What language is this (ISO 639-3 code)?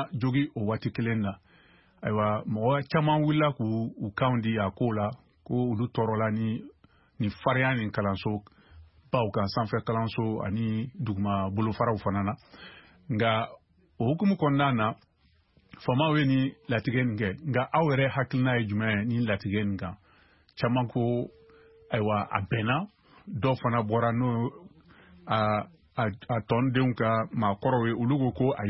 bam